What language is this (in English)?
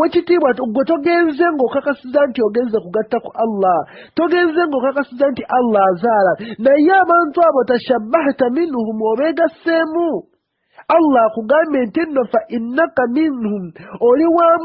Ganda